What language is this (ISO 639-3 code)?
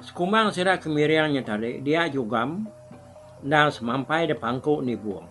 iba